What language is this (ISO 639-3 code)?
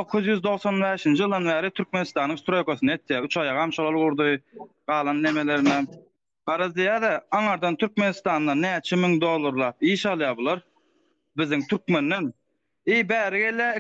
tuk